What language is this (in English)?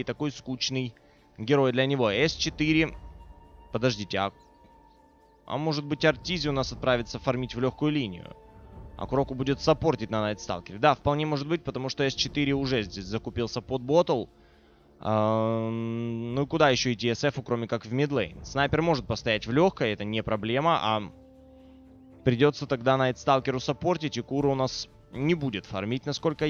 Russian